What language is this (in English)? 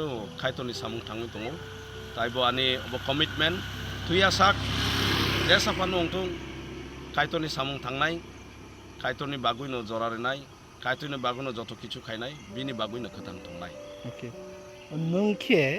Kok Borok